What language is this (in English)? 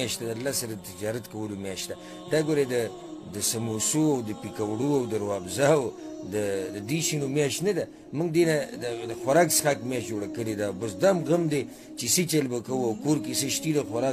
Pashto